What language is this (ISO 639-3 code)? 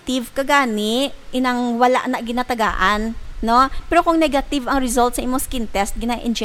hil